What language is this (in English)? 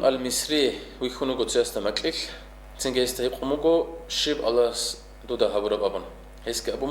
Avaric